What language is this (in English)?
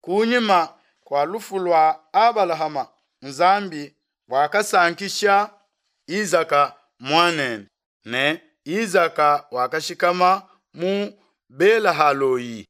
Luba-Lulua